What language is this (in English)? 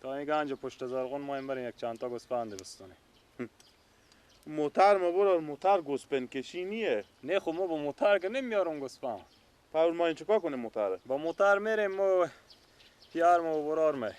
Persian